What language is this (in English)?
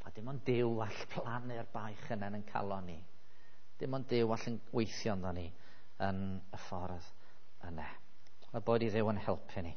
Welsh